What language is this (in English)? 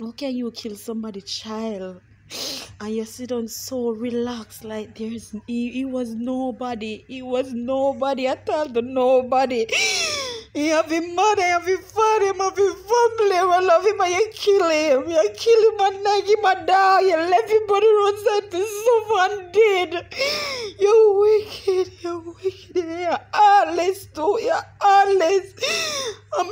Jamaican Creole English